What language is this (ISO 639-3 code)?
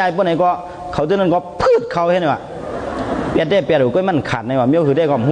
shn